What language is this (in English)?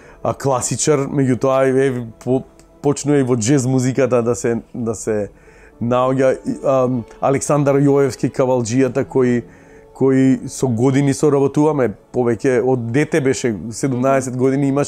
Macedonian